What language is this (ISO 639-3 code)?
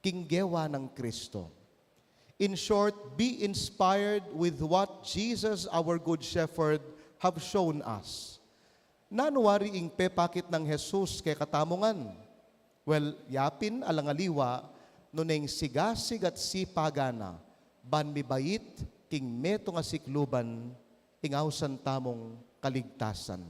pam